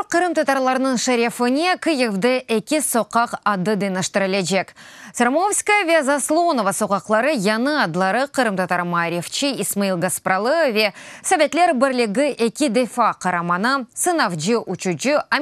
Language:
Crimean Tatar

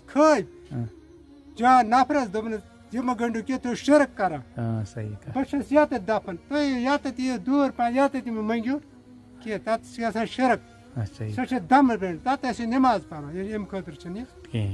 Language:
Kashmiri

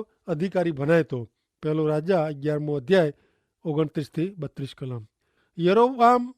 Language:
Kachhi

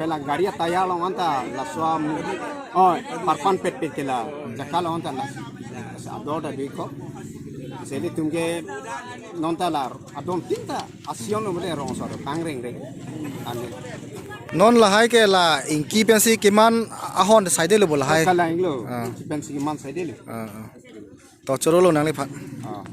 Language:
Karbi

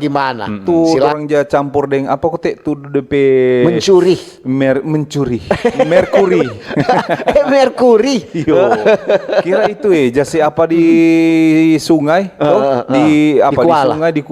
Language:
Manado Malay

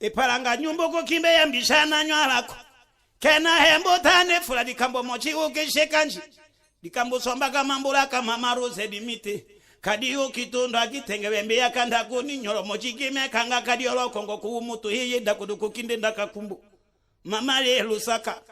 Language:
Tetela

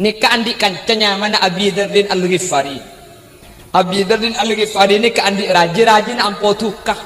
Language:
Madurese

